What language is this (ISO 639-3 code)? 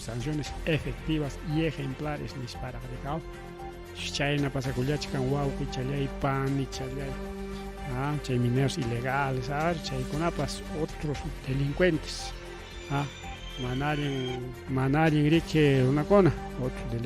quy